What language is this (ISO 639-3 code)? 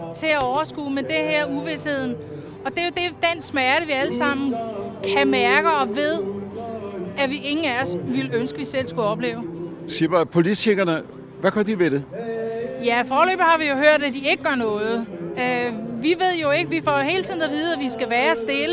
dan